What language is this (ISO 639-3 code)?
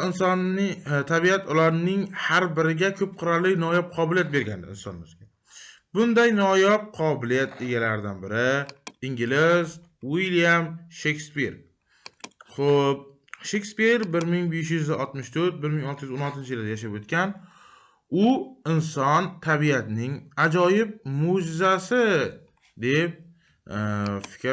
uzb